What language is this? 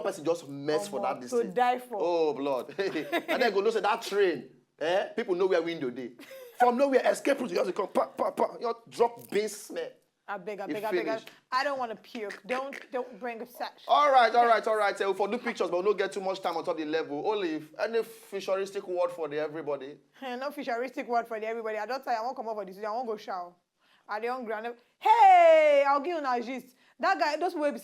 Nigerian Pidgin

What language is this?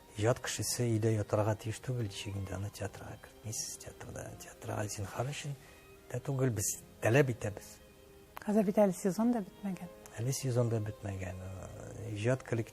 Tatar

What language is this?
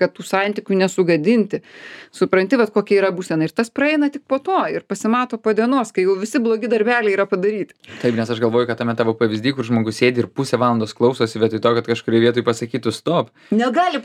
Lithuanian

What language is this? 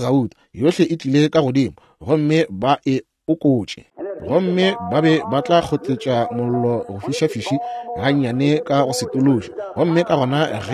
Northern Sotho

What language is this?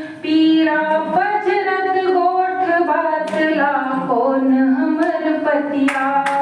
Chhattisgarhi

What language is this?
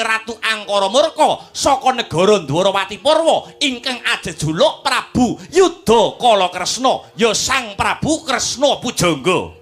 Javanese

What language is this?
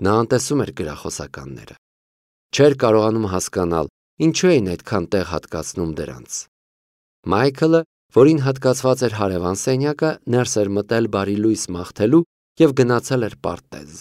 Armenian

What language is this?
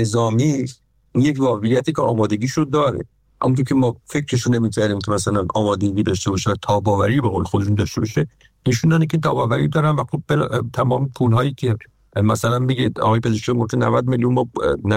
Persian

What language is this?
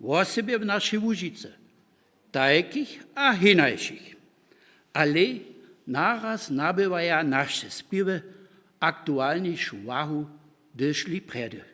Upper Sorbian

